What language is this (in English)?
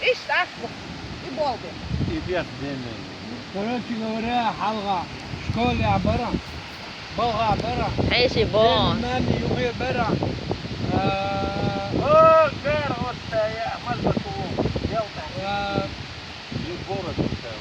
Chechen